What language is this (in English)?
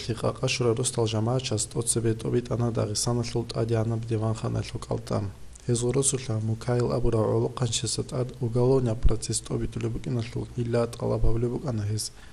Avaric